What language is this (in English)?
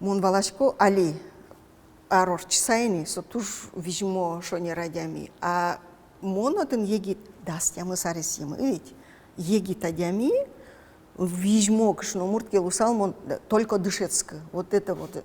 Udmurt